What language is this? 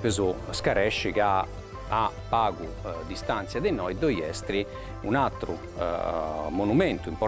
Sardinian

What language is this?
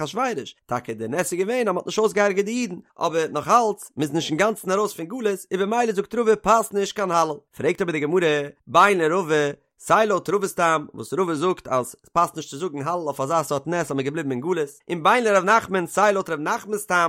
Yiddish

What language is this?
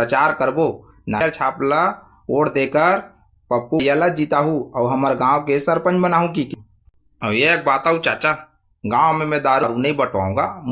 Chhattisgarhi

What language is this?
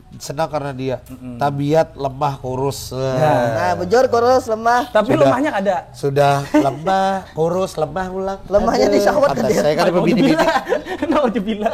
Banjar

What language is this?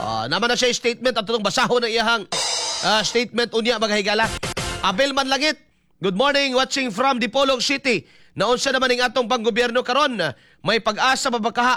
Cebuano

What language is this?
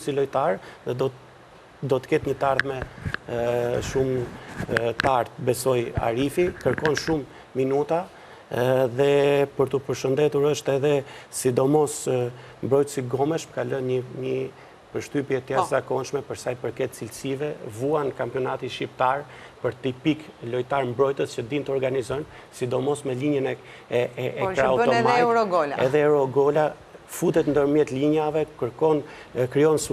Albanian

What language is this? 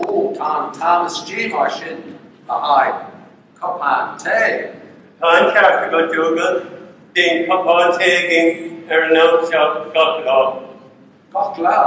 Irish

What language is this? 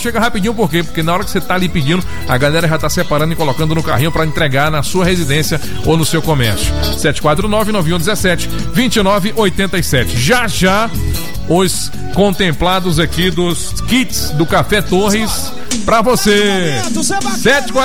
Portuguese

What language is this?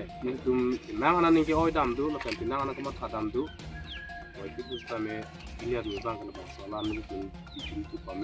Karbi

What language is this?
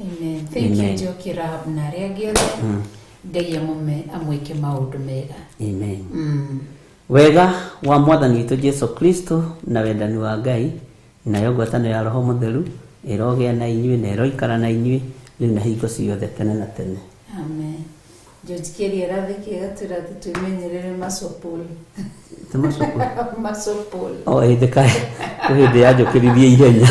Kikuyu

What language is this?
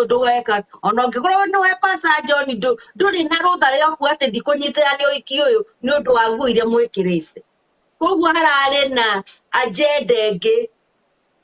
Kikuyu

